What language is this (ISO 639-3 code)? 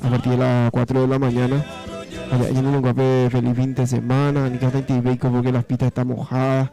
grn